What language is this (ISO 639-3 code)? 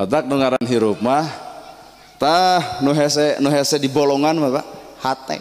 sun